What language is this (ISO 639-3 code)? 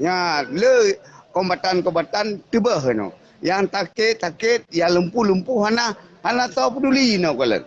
ace